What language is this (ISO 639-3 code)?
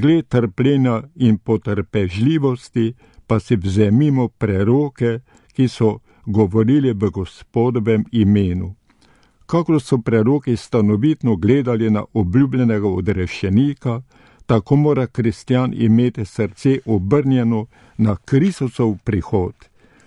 slv